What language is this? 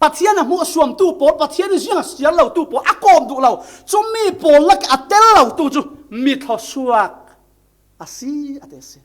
Falam Chin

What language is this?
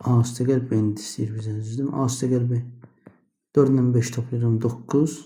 Azerbaijani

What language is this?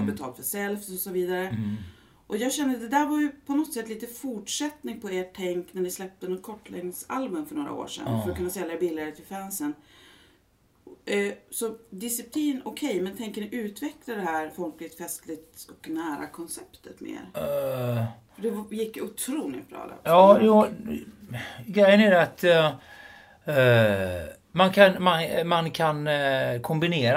Swedish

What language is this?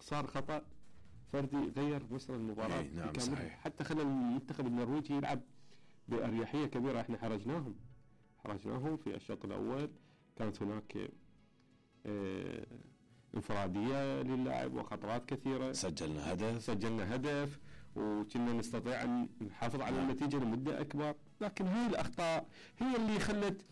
Mesopotamian Arabic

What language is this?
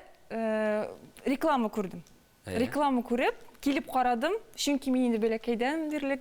Tatar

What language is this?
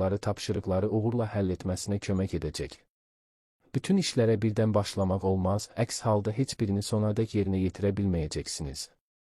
Azerbaijani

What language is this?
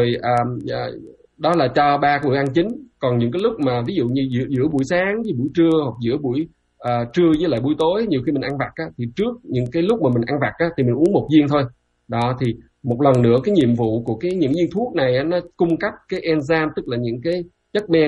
Vietnamese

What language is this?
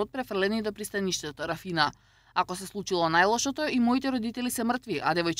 Macedonian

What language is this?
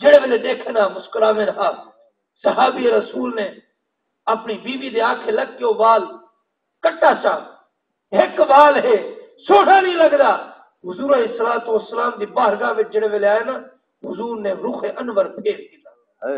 Saraiki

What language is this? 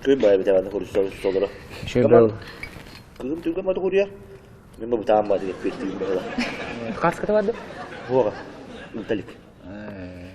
Yakut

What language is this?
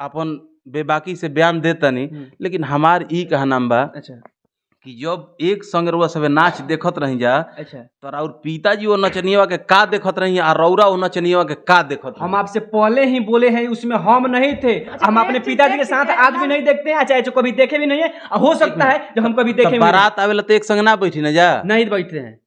Bhojpuri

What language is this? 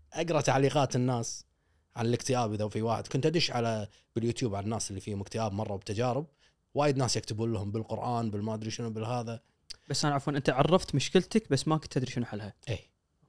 Gulf Arabic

